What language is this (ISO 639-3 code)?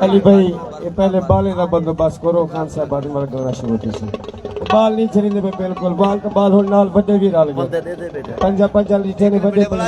skr